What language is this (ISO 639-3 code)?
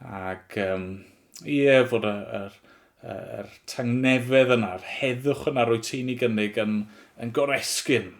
cym